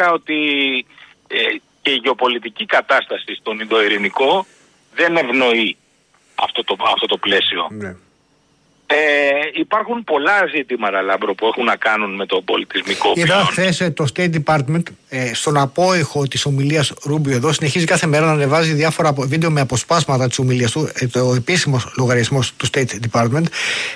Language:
Greek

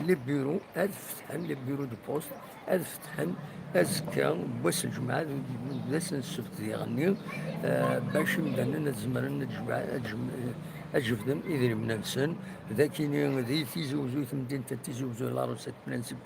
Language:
Kabyle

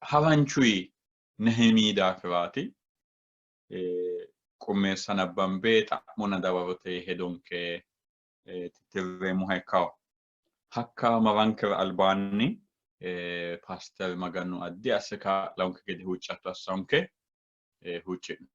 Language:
Sidamo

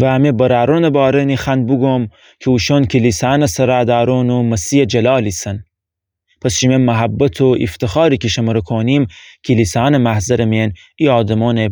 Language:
Gilaki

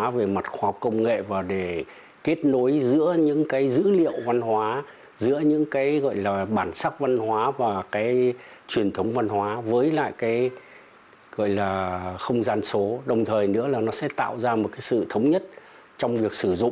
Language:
Vietnamese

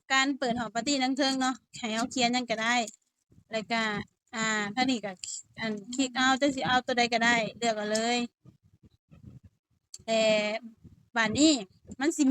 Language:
Lao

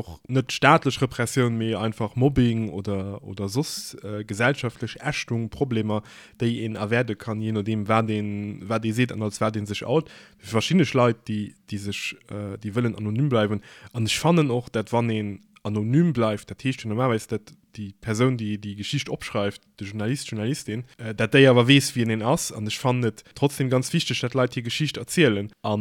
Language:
Luxembourgish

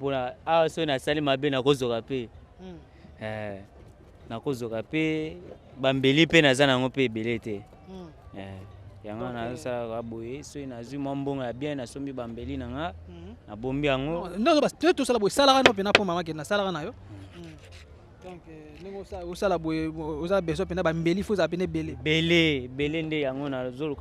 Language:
Lingala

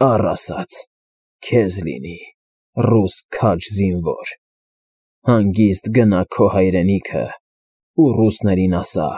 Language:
Armenian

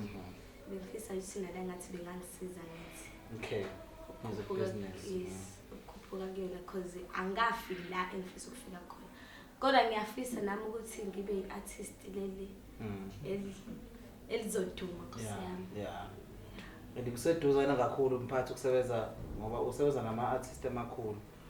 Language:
Zulu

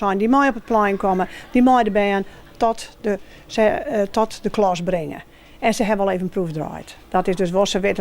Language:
Western Frisian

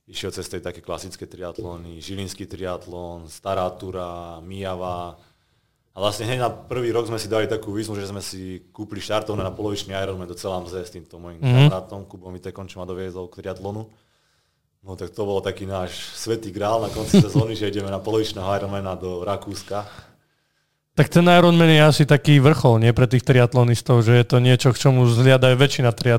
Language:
Slovak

